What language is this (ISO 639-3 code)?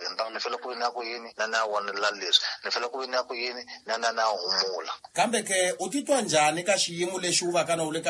tso